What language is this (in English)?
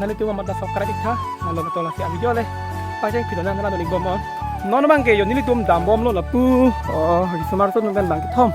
Karbi